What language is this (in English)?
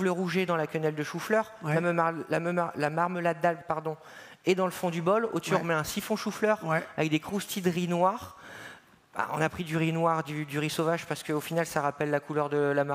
French